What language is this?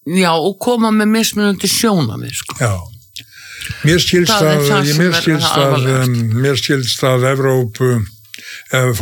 Icelandic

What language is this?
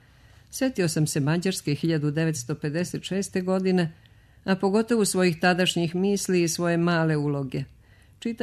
Serbian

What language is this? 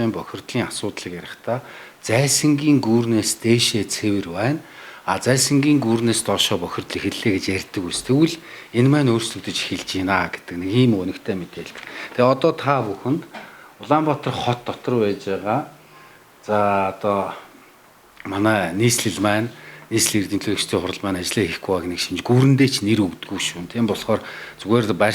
Mongolian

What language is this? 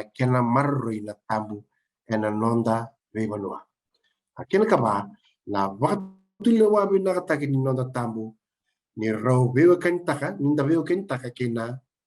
Fijian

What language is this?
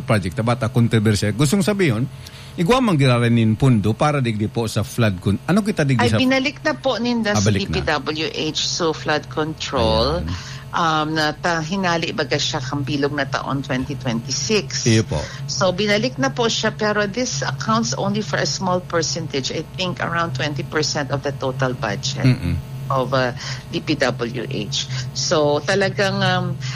Bikol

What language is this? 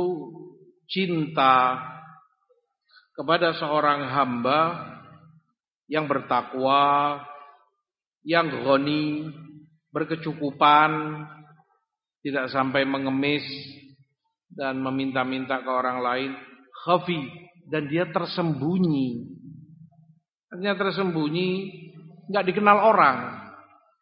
Indonesian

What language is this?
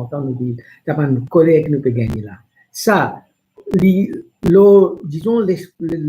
Morisyen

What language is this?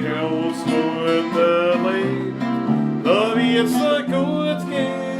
Bavarian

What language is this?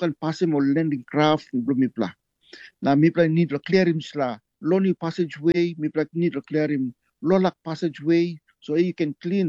Tok Pisin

